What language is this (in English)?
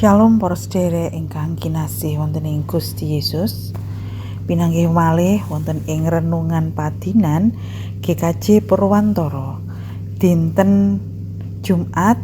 Javanese